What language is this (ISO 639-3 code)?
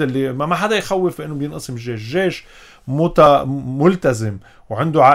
apc